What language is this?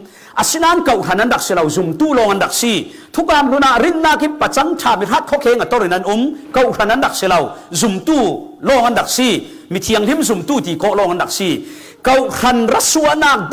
Falam Chin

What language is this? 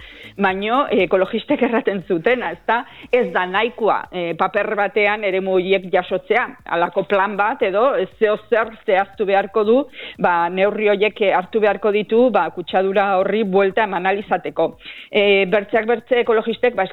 Basque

